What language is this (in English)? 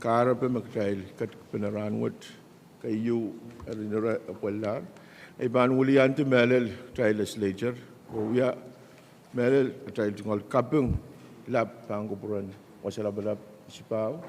Pohnpeian